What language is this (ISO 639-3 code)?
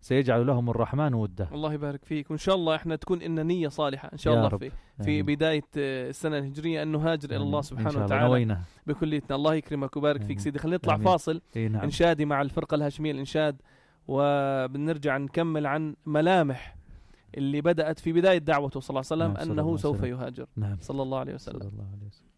apc